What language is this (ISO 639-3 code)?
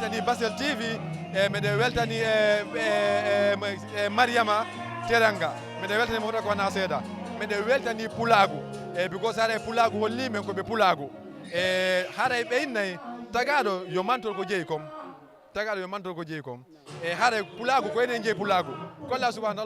ful